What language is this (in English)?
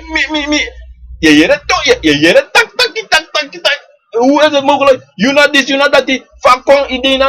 Sranan Tongo